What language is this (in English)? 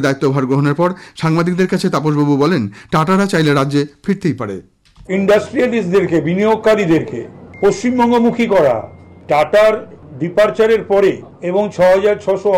Bangla